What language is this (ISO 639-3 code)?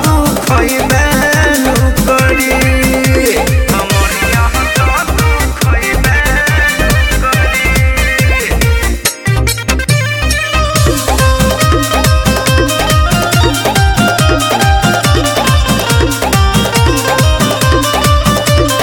bho